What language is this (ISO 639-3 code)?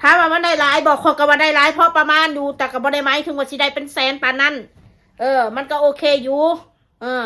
tts